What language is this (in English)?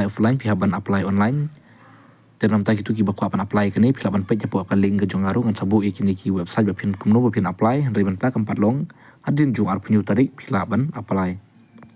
Khasi